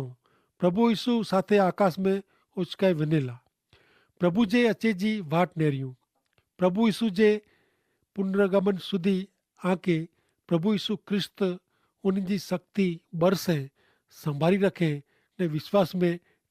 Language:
Kachhi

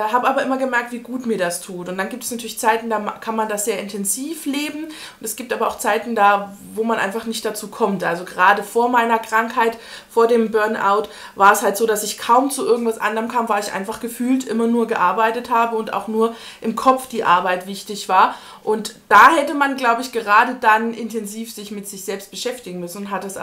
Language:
German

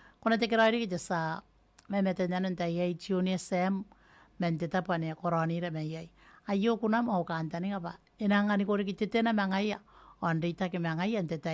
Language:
Gilbertese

